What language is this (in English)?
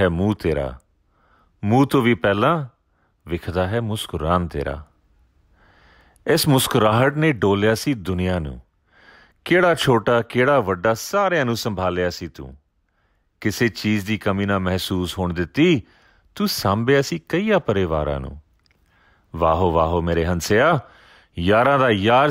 Punjabi